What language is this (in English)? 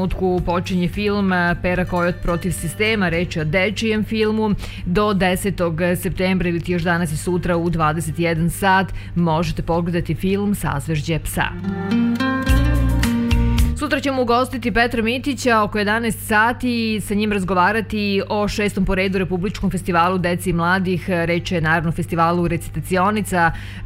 Serbian